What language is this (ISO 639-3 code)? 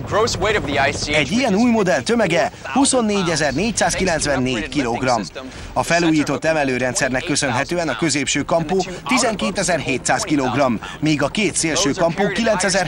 hun